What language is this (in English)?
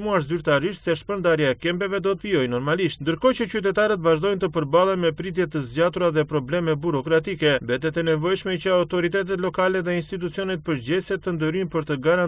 Albanian